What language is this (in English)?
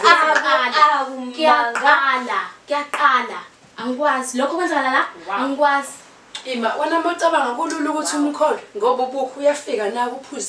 Zulu